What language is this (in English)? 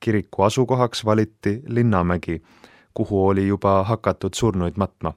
Estonian